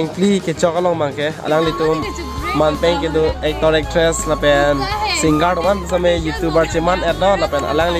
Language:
Karbi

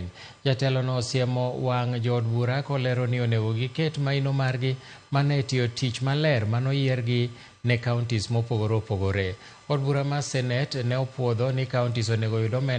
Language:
Luo (Kenya and Tanzania)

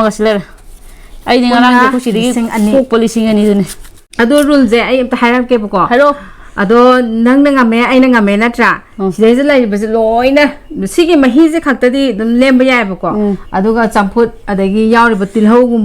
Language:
Manipuri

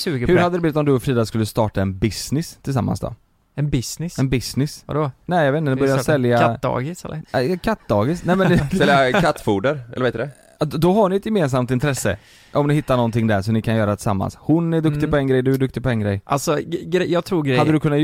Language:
Swedish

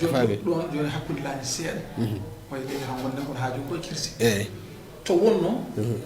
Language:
Fula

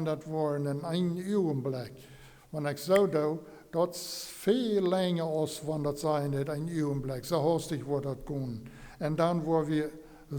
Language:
Plautdietsch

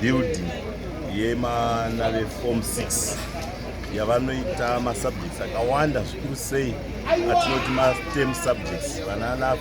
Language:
Shona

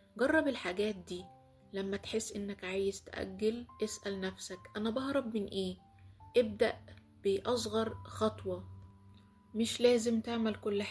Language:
Egyptian Arabic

